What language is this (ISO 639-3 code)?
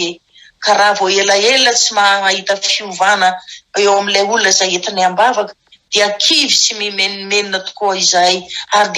mlg